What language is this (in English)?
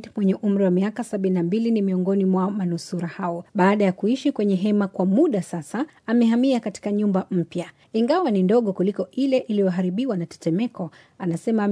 Swahili